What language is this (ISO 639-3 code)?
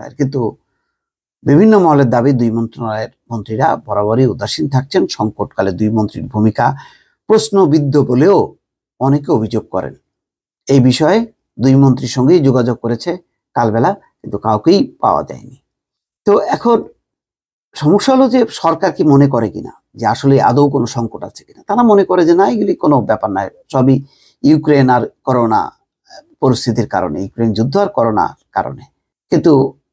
ben